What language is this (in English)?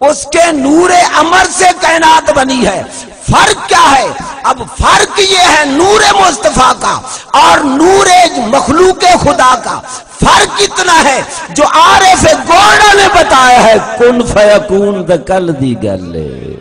Saraiki